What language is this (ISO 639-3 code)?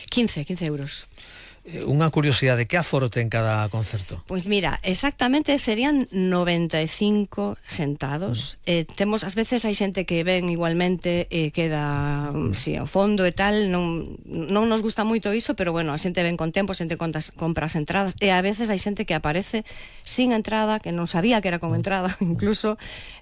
glg